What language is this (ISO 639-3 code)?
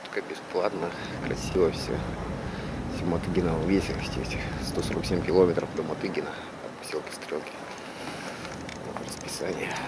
rus